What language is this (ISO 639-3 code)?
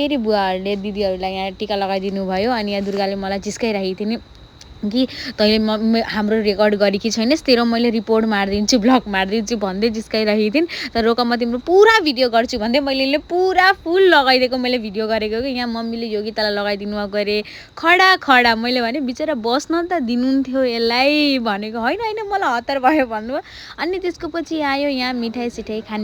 nep